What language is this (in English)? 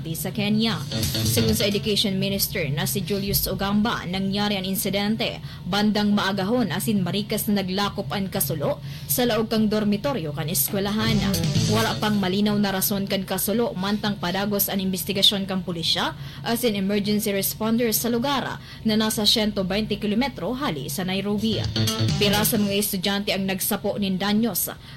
Bikol